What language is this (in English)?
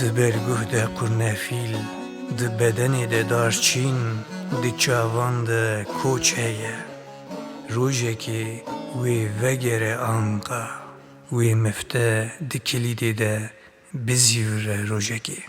Kurdish